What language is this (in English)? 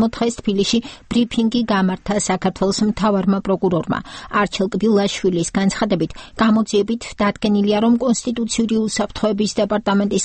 Georgian